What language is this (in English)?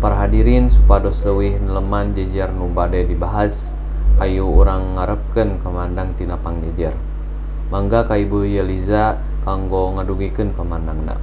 Sundanese